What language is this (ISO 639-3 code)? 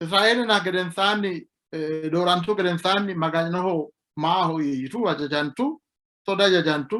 sid